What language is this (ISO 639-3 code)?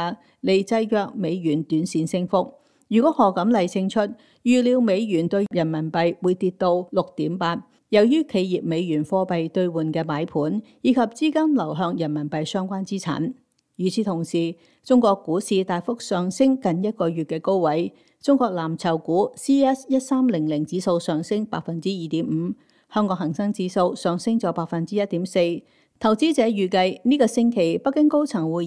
yue